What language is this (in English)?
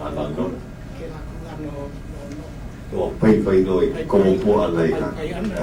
Hawaiian